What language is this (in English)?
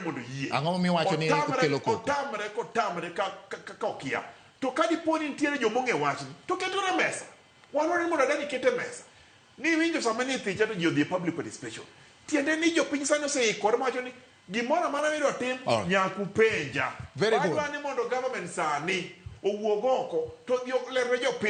Luo (Kenya and Tanzania)